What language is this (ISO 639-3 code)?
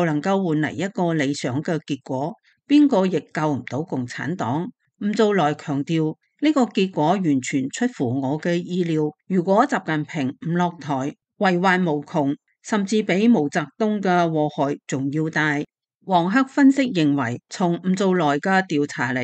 yue